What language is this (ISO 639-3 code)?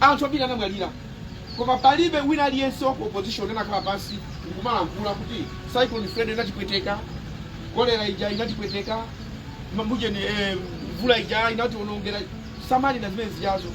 nya